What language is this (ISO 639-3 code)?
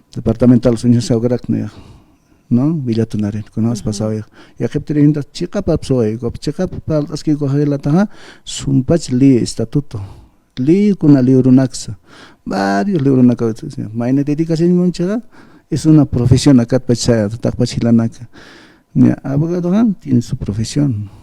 aym